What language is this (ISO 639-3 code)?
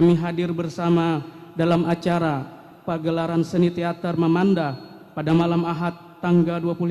bjn